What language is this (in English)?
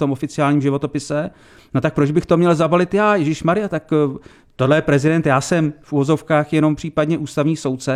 Czech